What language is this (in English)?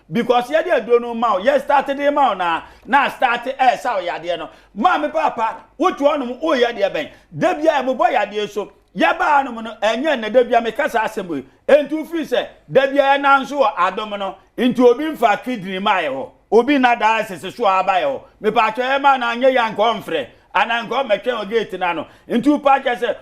Akan